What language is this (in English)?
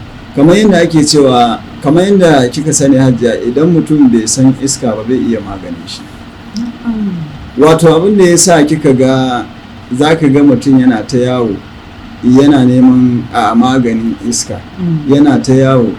Hausa